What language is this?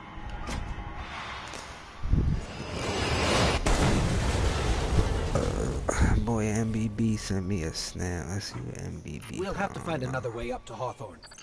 English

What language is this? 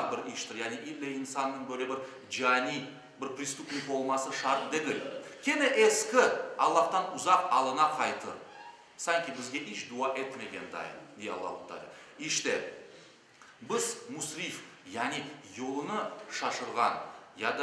Crimean Tatar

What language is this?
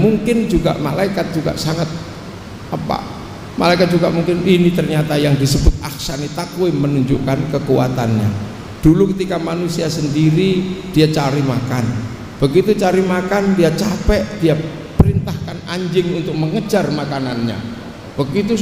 Indonesian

